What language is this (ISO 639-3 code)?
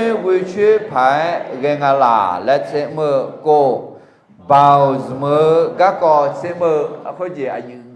ahk